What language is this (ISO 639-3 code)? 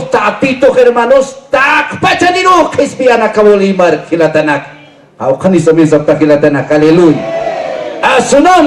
aym